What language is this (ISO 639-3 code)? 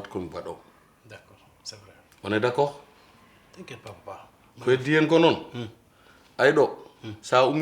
ful